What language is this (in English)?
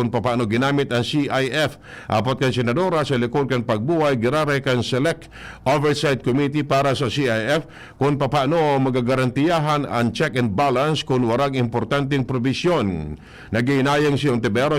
Bikol